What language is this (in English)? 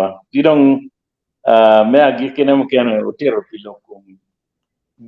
Acoli